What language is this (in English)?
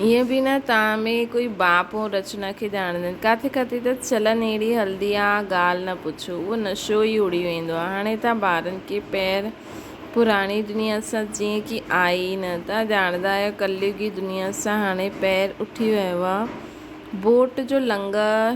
Sindhi